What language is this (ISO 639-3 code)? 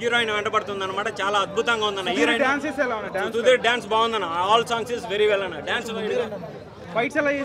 tel